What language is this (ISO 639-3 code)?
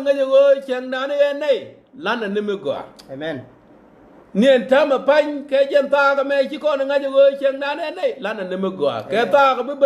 nus